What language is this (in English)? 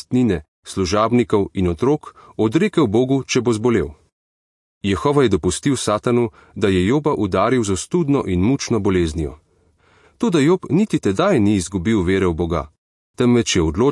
Slovenian